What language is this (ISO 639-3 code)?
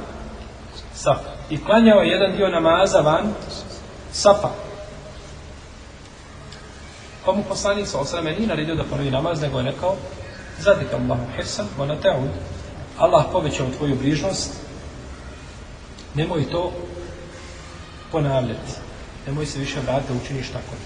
bos